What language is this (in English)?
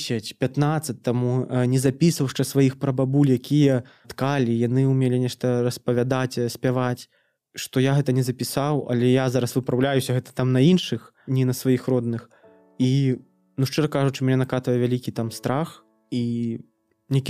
Belarusian